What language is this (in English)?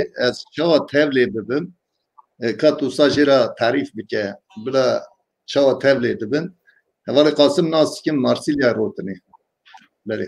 Kurdish